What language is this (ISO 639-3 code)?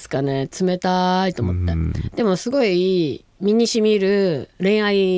jpn